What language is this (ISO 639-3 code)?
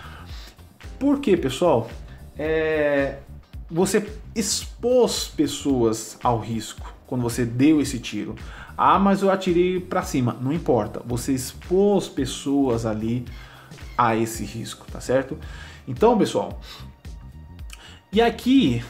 por